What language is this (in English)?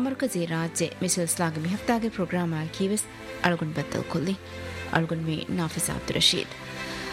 Divehi